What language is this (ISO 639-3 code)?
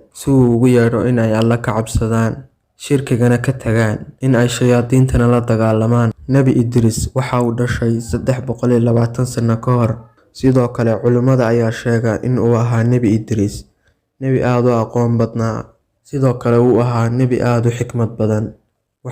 som